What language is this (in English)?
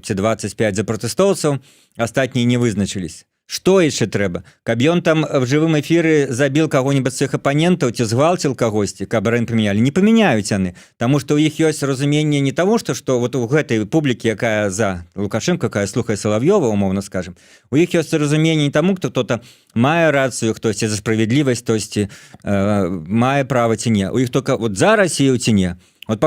Belarusian